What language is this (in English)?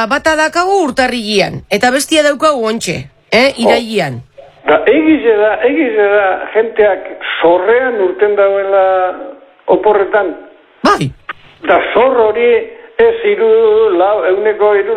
Basque